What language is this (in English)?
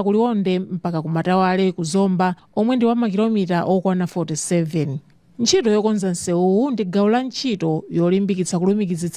Nyanja